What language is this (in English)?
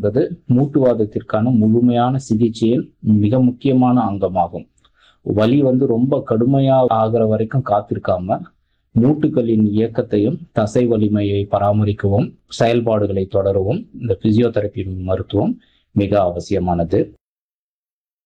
Tamil